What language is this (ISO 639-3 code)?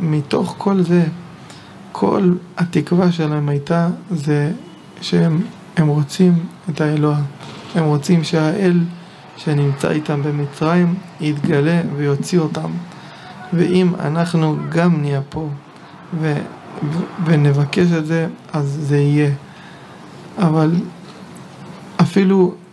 heb